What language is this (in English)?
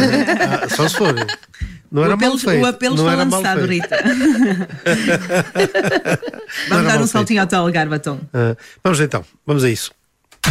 Portuguese